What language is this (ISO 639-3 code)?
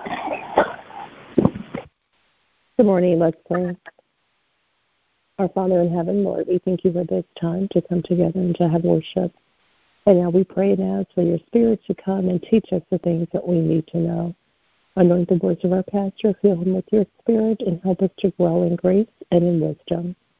eng